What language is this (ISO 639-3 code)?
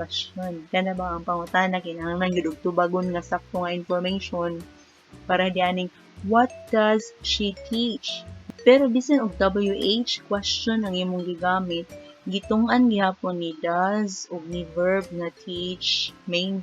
ceb